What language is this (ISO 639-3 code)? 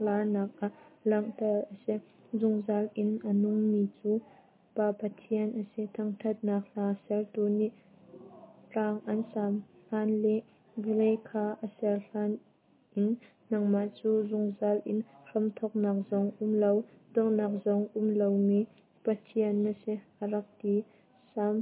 cnh